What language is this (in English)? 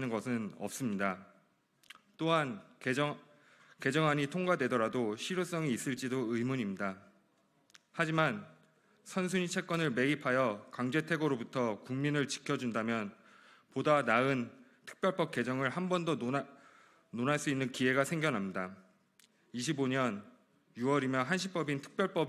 Korean